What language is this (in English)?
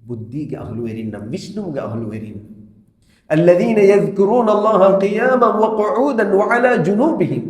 Divehi